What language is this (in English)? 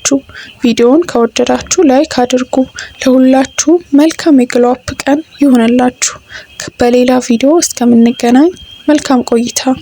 Amharic